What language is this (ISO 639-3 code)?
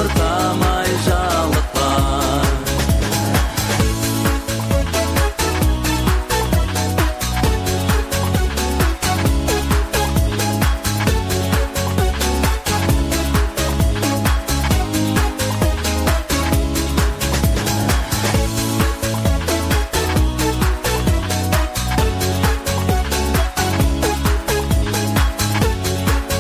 kaz